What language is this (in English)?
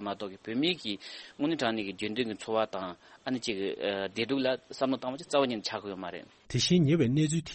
Tibetan